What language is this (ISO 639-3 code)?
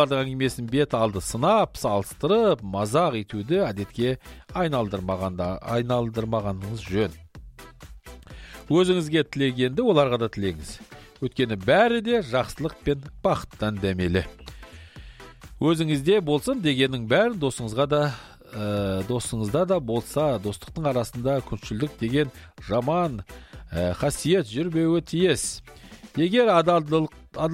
kaz